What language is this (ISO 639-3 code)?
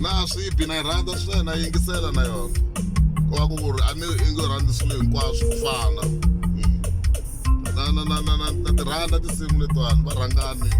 tso